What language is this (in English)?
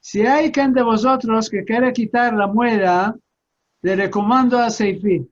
Ladino